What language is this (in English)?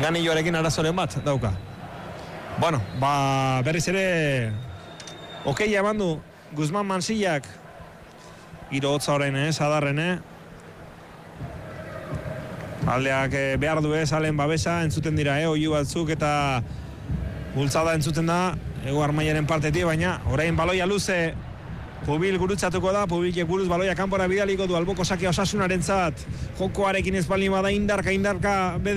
Basque